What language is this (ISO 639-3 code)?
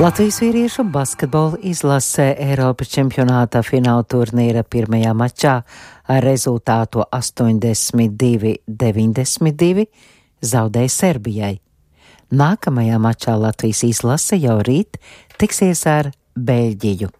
lav